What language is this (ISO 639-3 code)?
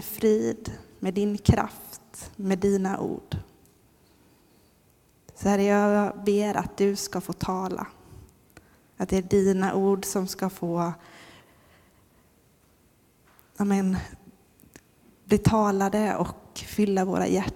swe